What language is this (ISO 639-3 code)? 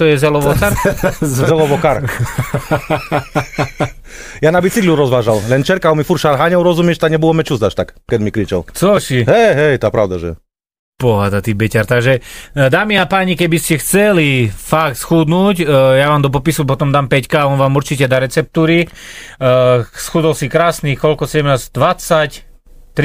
slk